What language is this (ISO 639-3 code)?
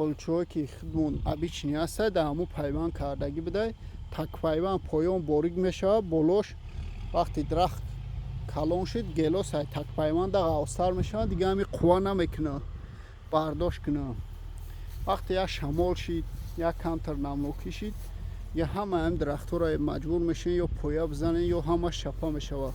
tgk